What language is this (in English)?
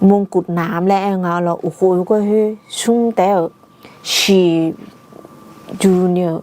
Akha